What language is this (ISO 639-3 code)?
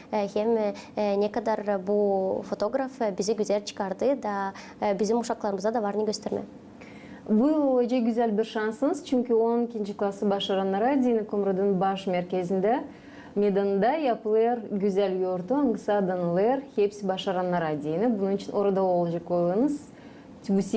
gag